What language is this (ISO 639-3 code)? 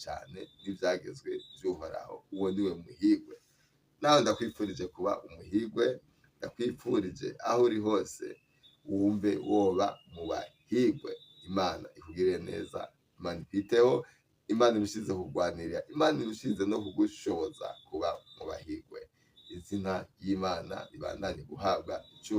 run